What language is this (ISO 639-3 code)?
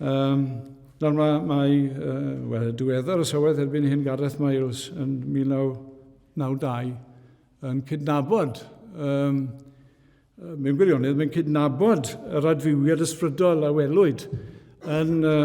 cym